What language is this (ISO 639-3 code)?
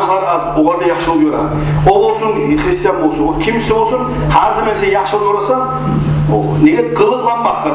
kum